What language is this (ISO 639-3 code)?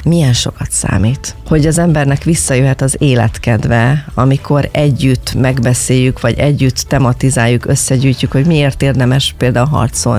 hun